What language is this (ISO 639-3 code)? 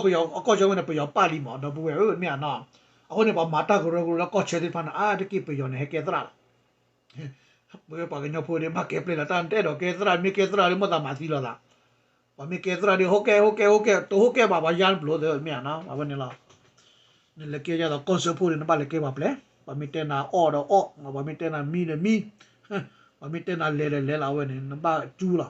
ksw